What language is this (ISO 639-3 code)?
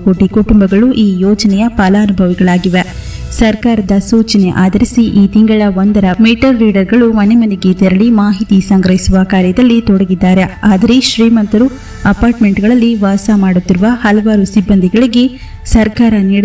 kan